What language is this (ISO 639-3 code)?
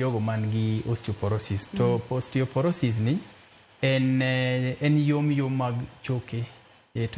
luo